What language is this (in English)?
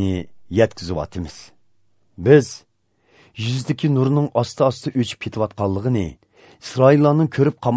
Uyghur